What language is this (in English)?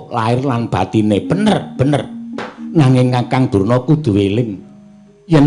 Javanese